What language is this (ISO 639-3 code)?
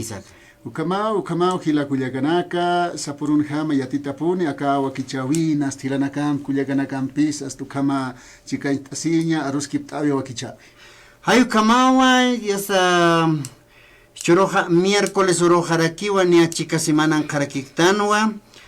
aym